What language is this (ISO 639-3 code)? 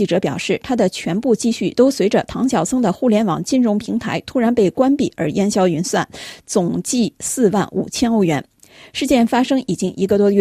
zho